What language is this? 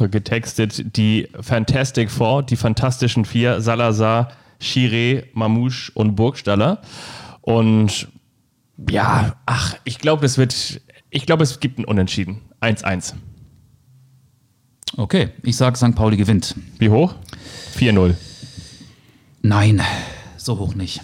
German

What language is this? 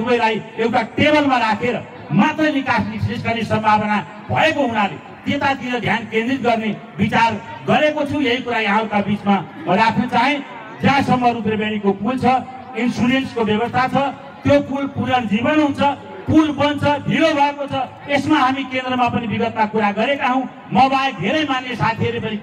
Nepali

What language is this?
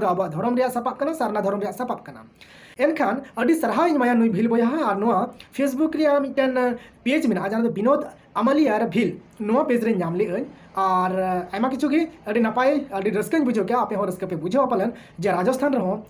Santali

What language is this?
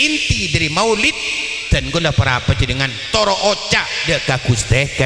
Madurese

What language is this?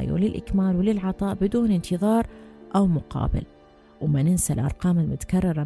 Mesopotamian Arabic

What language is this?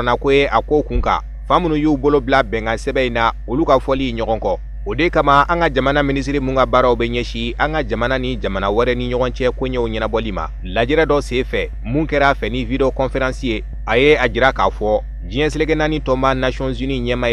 Bambara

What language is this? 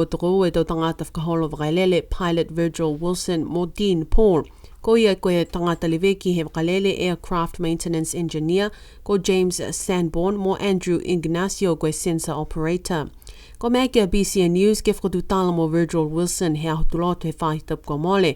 Niuean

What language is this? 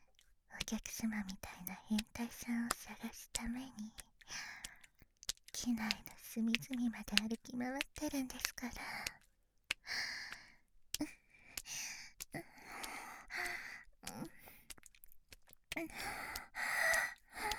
Japanese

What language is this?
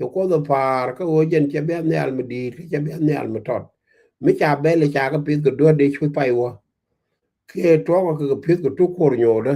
Nuer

